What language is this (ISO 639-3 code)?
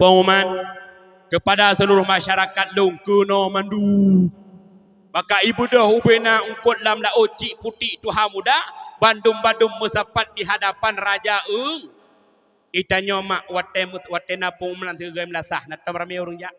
ace